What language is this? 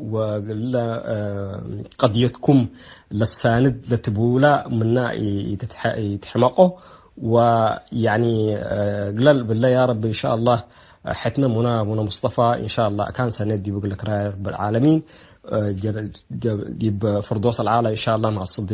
Tigre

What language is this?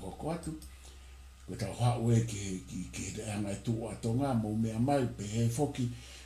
Tongan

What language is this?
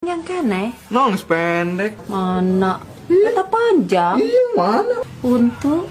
Sundanese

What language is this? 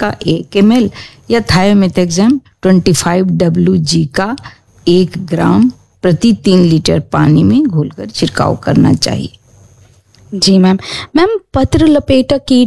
Hindi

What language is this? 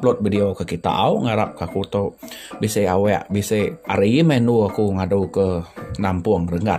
Iban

